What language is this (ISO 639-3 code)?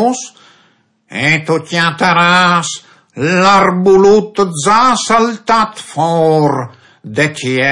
fur